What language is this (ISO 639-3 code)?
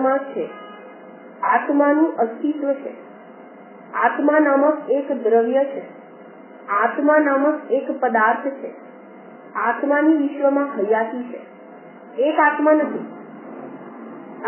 guj